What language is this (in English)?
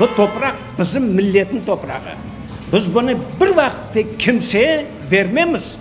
Crimean Tatar